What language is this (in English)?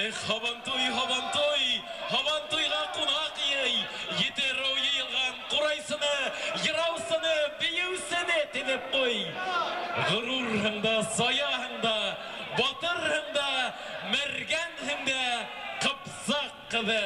Bashkir